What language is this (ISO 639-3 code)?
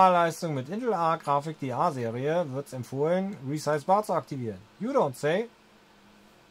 deu